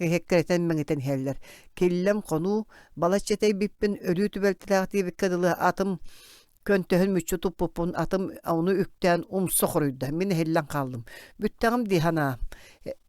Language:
Yakut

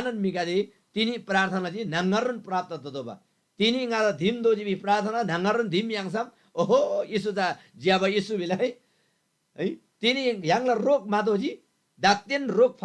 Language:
Eastern Tamang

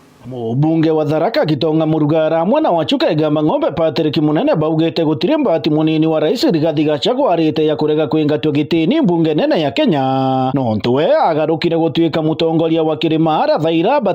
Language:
Meru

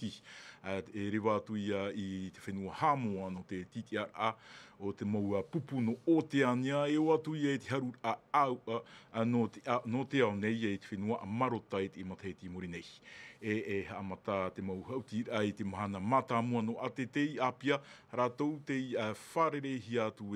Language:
Tahitian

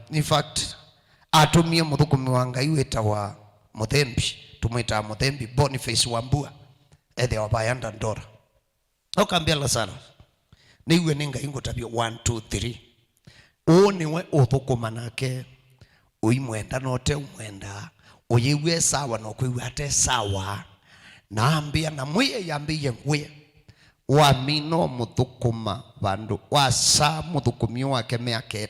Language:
Kamba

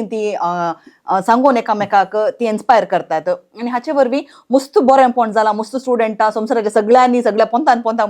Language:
Konkani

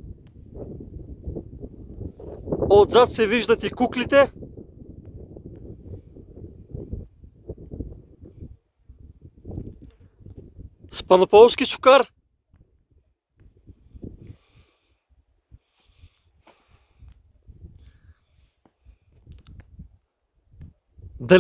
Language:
Bulgarian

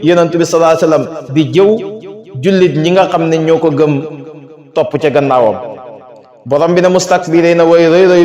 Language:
Wolof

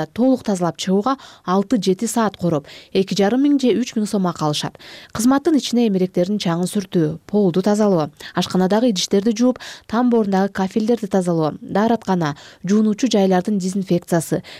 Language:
Kyrgyz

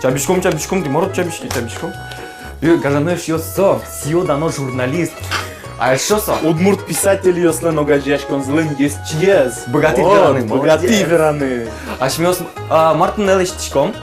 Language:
Udmurt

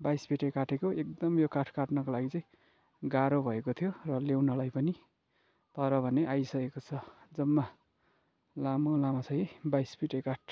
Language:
Nepali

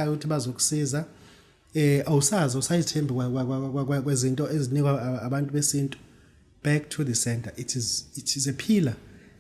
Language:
Zulu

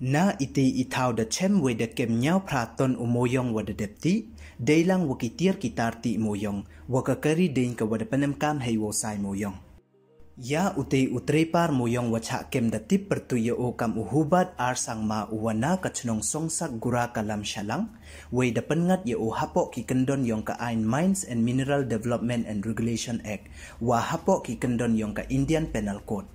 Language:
Pnar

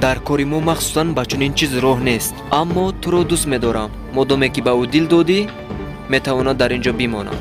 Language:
Tajik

